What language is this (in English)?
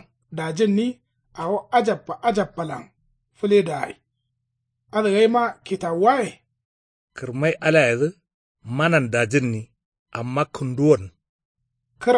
Kanuri